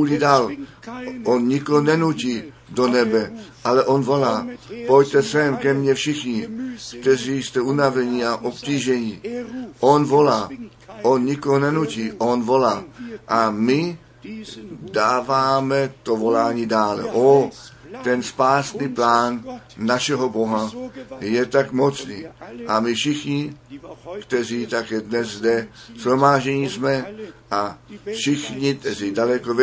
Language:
Czech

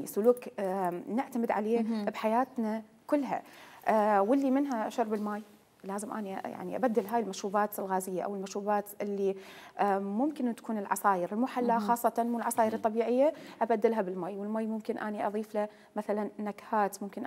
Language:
Mesopotamian Arabic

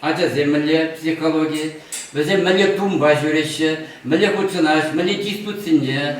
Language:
Chuvash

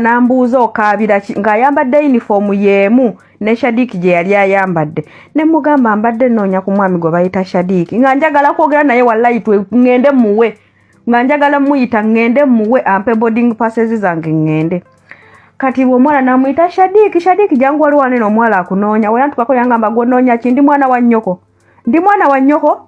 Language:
Ganda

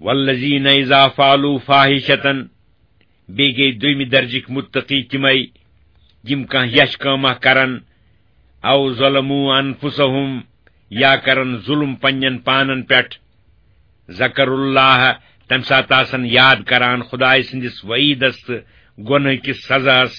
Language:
Kashmiri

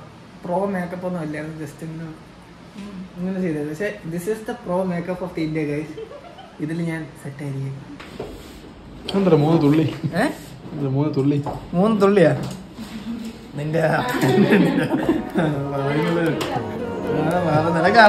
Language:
Malayalam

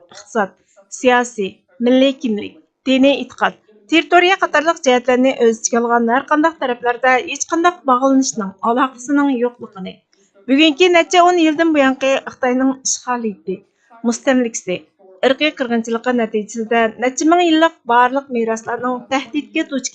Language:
Uyghur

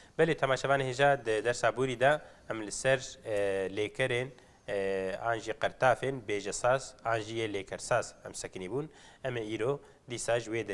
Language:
Kurdish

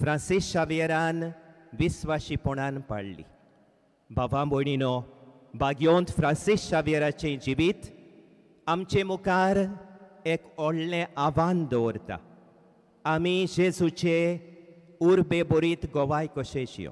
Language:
Konkani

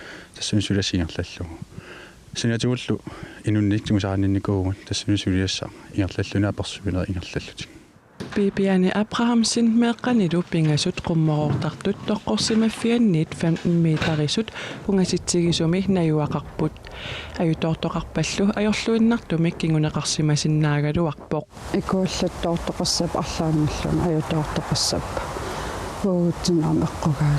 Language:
Kalaallisut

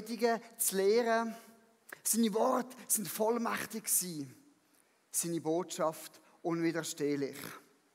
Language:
Swiss German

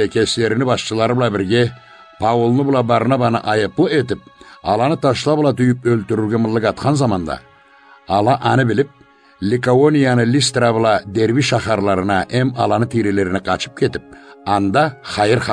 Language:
Karachay-Balkar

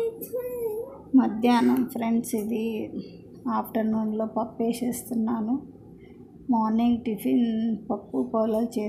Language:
Telugu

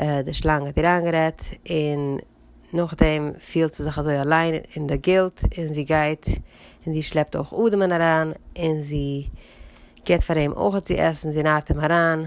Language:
Yiddish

